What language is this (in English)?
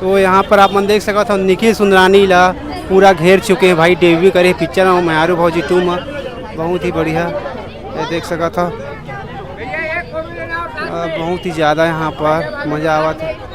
Chhattisgarhi